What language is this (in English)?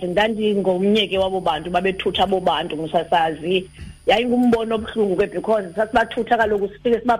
Xhosa